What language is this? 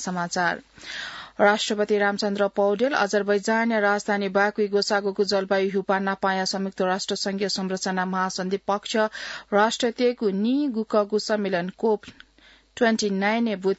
Newari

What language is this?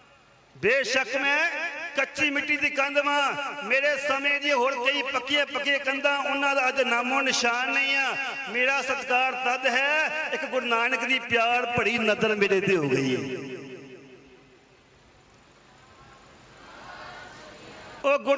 Punjabi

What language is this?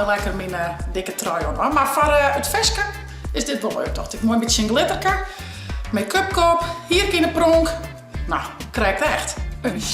Western Frisian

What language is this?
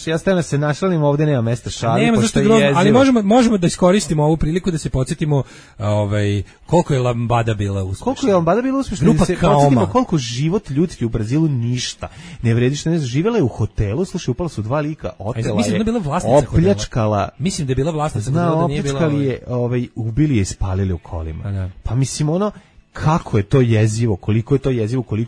Serbian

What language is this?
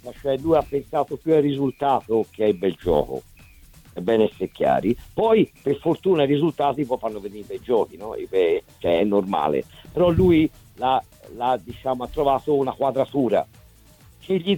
Italian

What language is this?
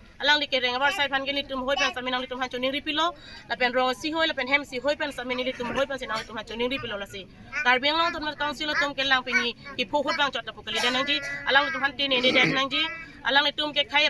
Karbi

